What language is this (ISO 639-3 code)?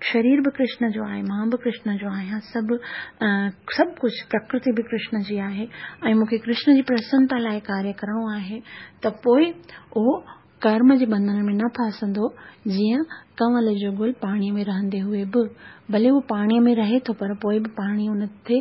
snd